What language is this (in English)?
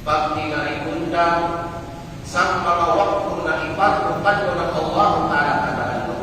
Kalagan